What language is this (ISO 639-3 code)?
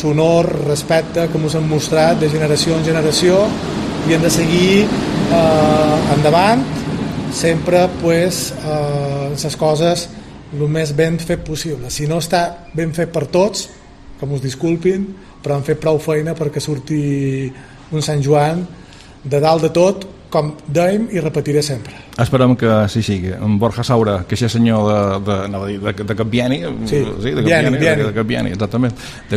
cat